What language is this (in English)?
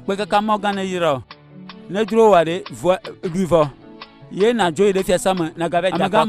Ewe